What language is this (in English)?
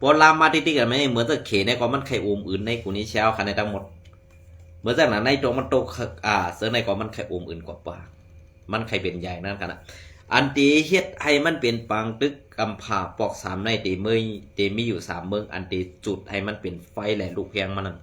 Shan